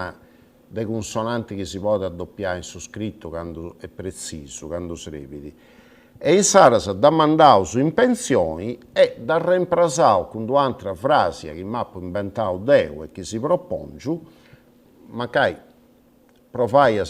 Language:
Sardinian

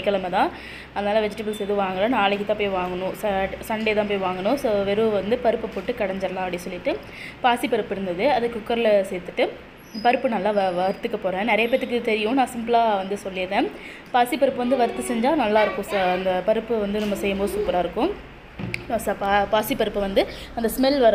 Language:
Tamil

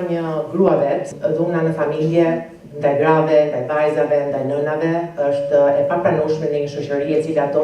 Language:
Albanian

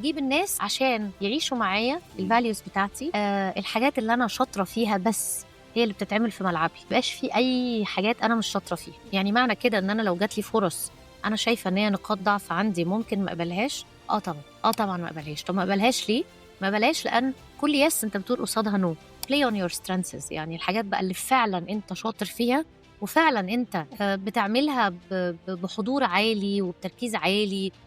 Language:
Egyptian Arabic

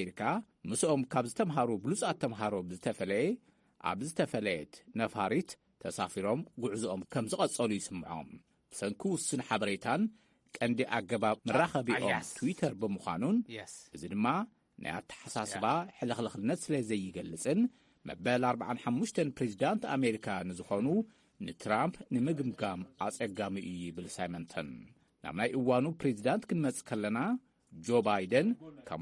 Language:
Tigrinya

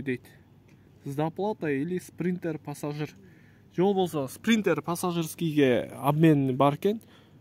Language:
Kyrgyz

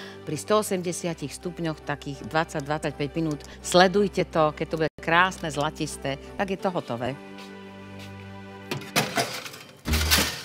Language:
Slovak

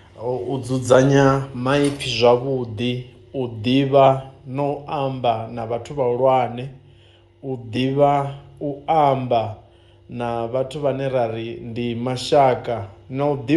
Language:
Venda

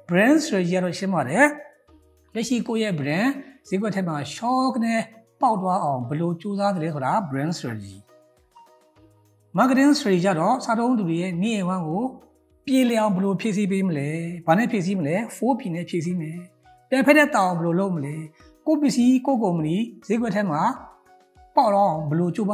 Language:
Burmese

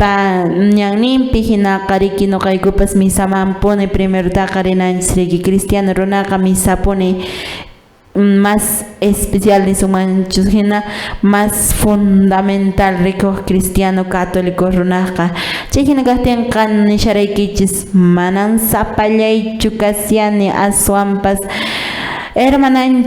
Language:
Quechua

